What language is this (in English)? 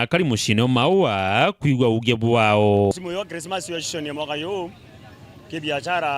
Meru